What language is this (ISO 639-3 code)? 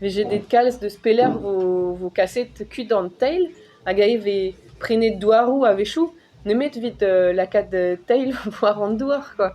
bre